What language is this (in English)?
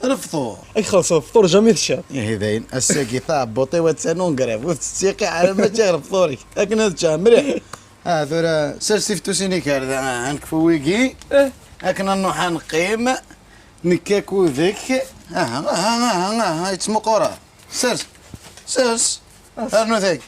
Kabyle